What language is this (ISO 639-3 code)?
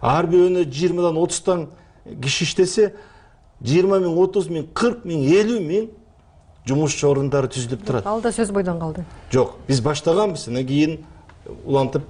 kir